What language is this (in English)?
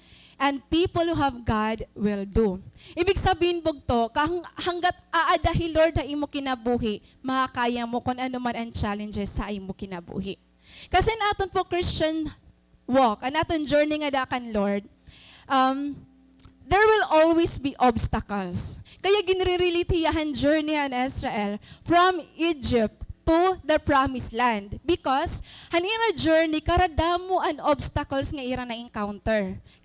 Waray